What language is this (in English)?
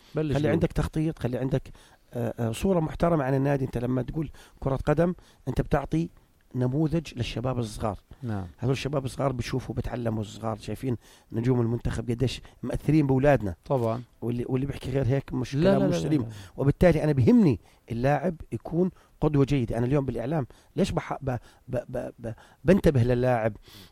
North Levantine Arabic